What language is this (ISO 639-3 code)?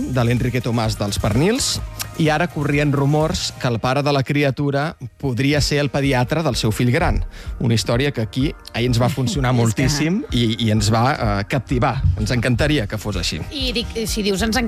cat